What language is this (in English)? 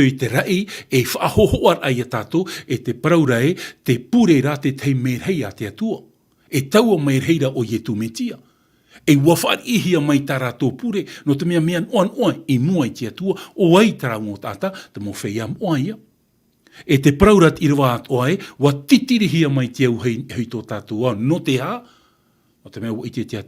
Tahitian